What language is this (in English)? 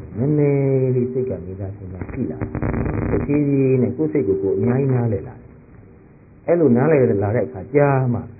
Burmese